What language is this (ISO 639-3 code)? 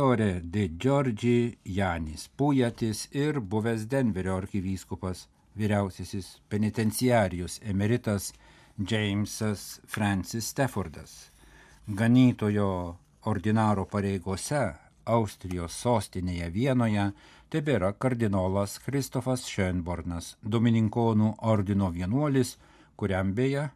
lit